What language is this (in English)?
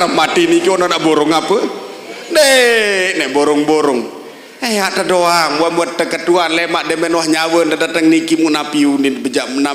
Sasak